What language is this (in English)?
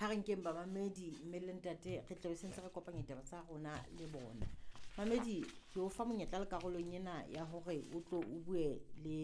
Southern Sotho